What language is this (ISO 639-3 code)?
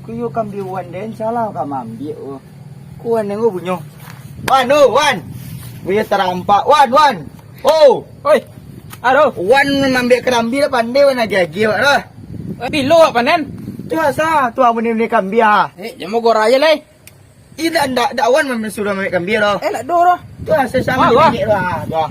min